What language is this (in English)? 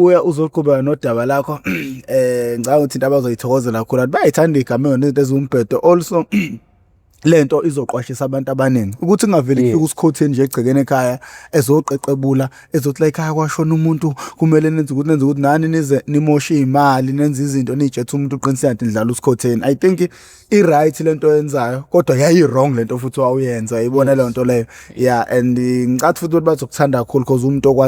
Zulu